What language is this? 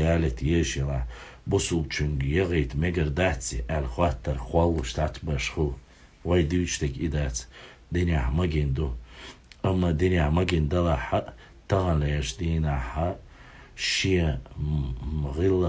Chechen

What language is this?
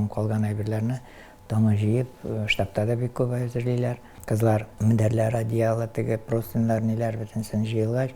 Tatar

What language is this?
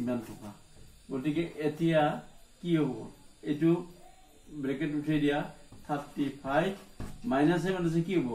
Assamese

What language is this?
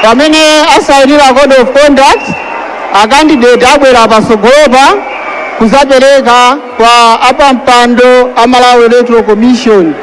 Nyanja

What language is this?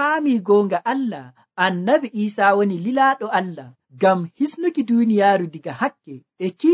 Nigerian Fulfulde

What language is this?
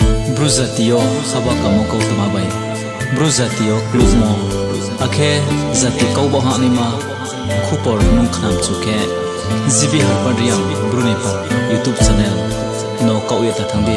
Riang (India)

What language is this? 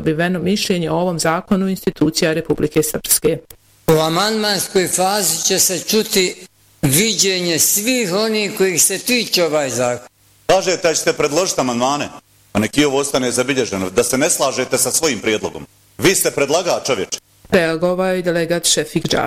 Bosnian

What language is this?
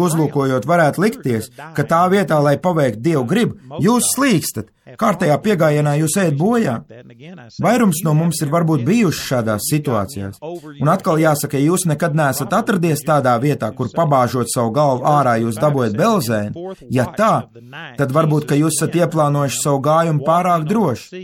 Latvian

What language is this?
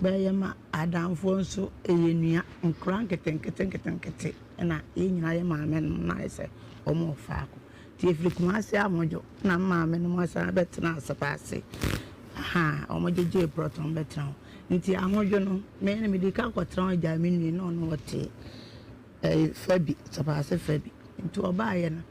Akan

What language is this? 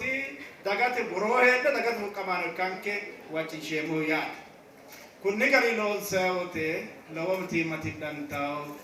Sidamo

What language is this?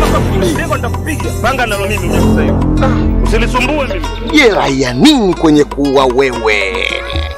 Swahili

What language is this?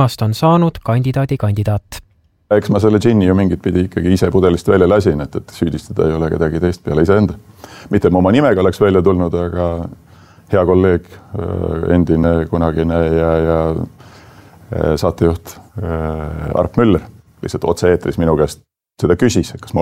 Estonian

